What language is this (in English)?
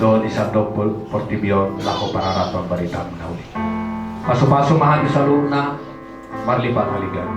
Batak Toba